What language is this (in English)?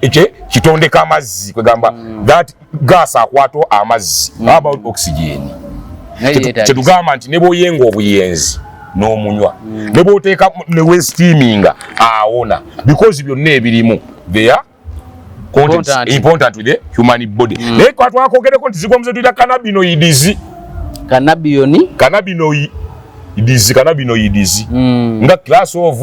Ganda